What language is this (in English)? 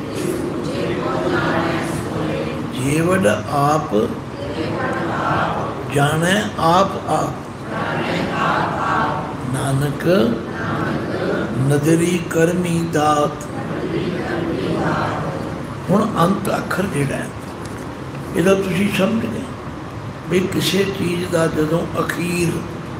Punjabi